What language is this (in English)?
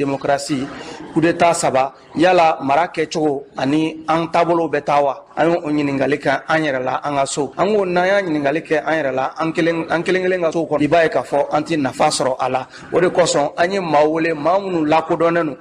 Bambara